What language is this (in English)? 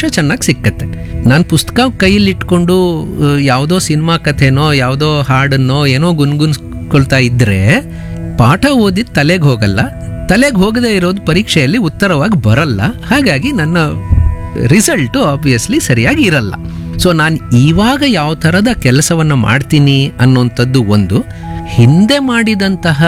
Kannada